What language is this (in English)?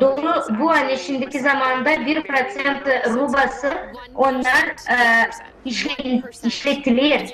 Gagauz